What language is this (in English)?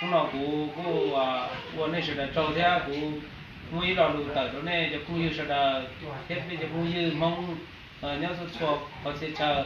Hmong